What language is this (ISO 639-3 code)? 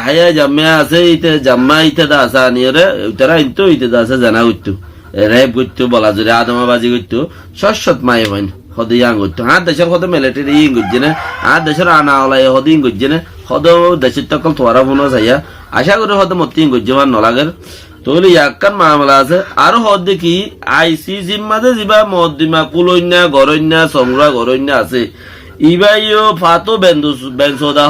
rhg